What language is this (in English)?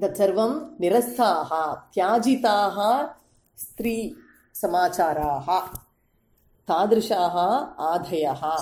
Sanskrit